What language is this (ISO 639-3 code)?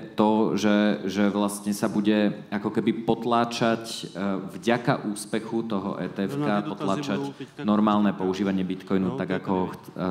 slk